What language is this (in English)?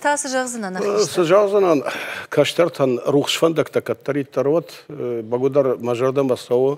Ossetic